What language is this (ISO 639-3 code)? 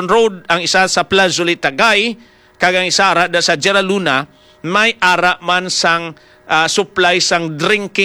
hil